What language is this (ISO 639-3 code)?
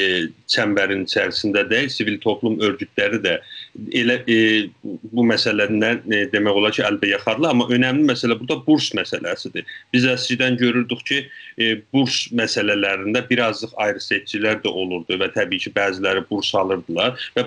azb